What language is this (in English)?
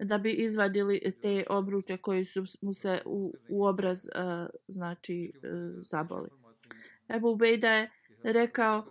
Bosnian